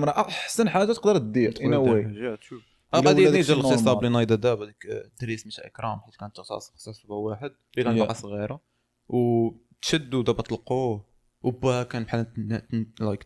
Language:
Moroccan Arabic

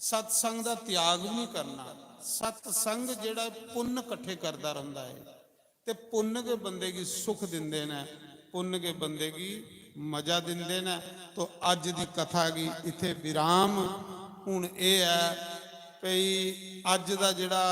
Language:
Dogri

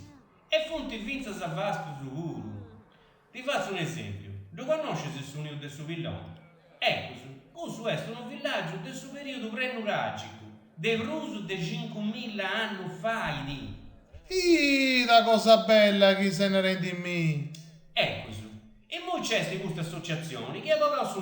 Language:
Sardinian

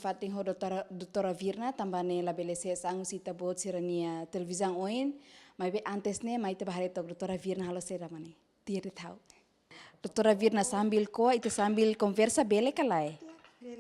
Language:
Tetum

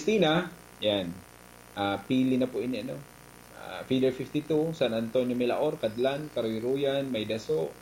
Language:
Bikol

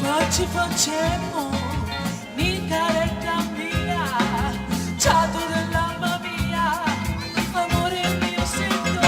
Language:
Sicilian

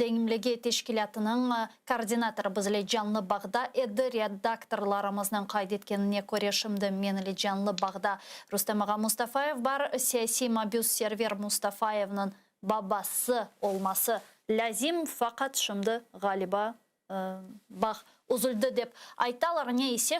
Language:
Crimean Tatar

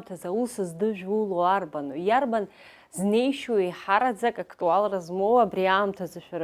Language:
Abkhazian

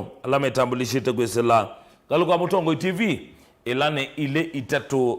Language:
Kamba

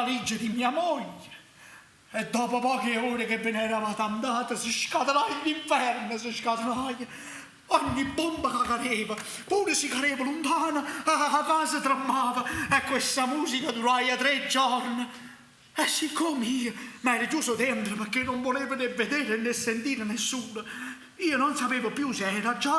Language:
Neapolitan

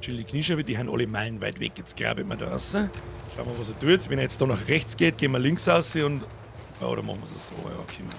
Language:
Bavarian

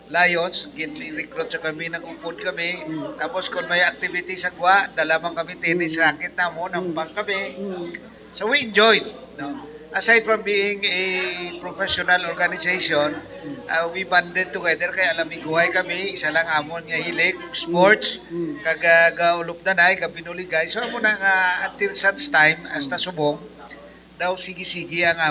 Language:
Hiligaynon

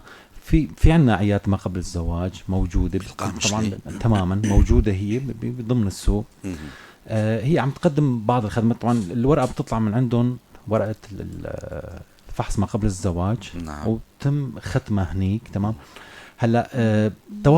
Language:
North Levantine Arabic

